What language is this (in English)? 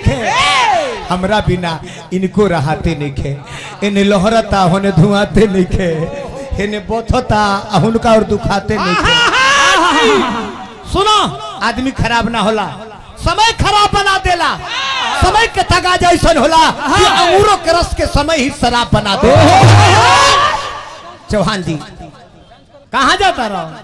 Bhojpuri